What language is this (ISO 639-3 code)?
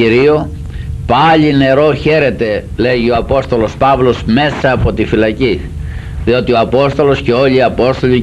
ell